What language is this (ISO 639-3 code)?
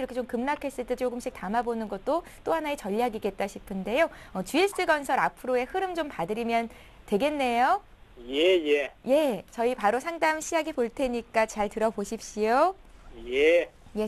kor